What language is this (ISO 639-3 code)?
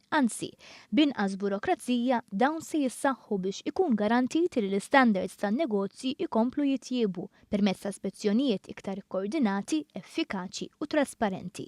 mlt